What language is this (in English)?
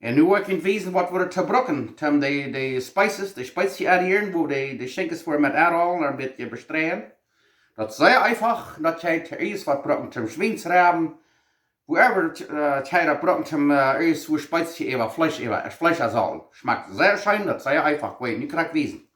Plautdietsch